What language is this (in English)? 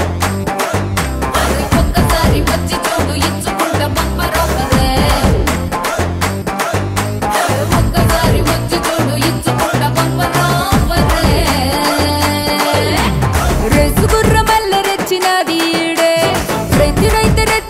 Telugu